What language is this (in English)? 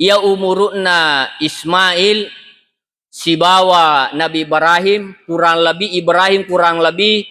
Buginese